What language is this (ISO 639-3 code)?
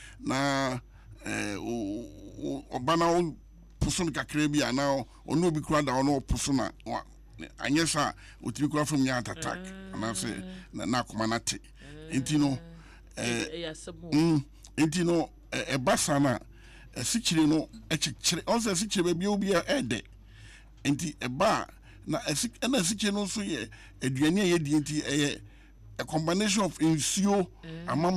aka